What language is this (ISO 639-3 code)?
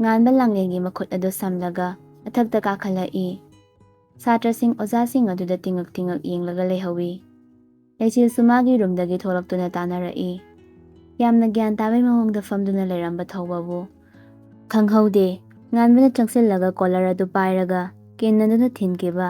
mni